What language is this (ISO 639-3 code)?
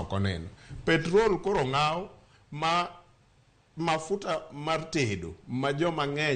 luo